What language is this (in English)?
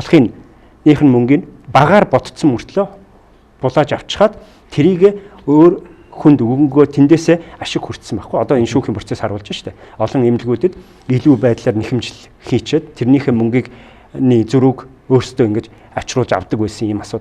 Mongolian